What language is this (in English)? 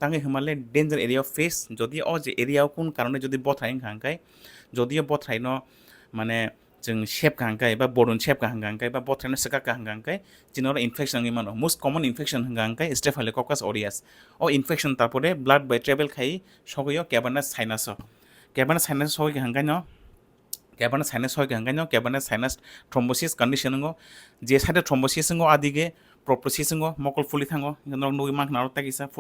Kok Borok